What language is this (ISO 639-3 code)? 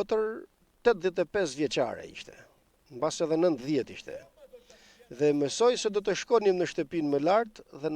sqi